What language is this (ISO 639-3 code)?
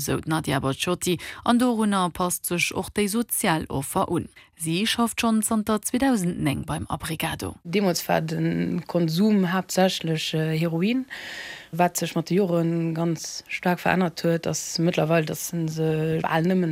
ltz